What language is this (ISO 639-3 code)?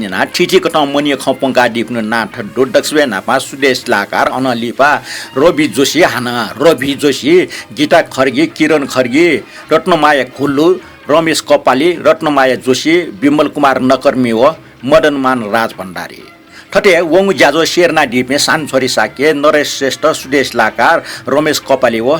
new